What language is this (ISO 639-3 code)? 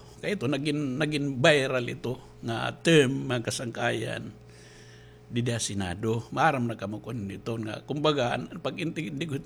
war